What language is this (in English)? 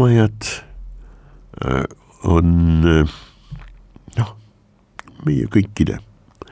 Estonian